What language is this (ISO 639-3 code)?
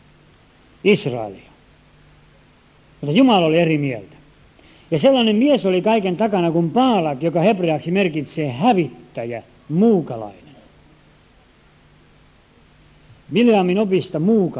fin